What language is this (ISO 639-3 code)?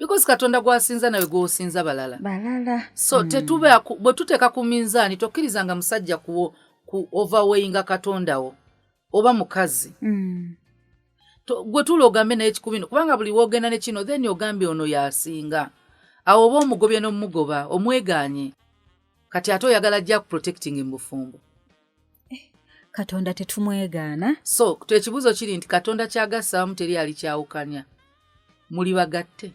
lug